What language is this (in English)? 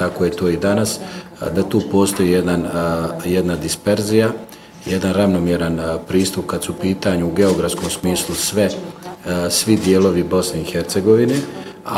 Bosnian